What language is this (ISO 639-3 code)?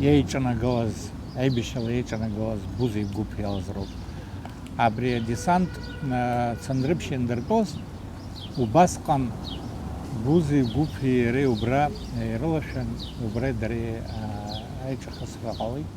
abk